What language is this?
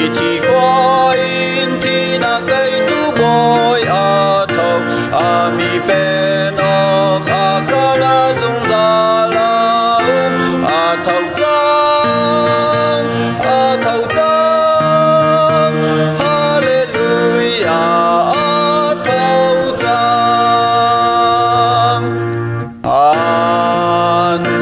Hakha Chin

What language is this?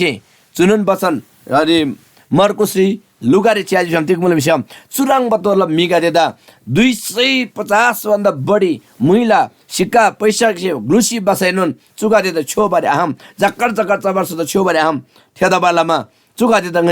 Eastern Tamang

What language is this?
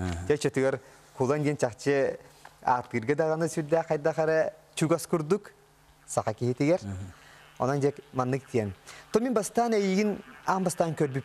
Yakut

